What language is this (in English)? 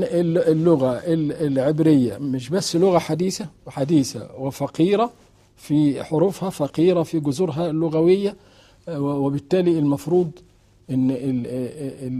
Egyptian Arabic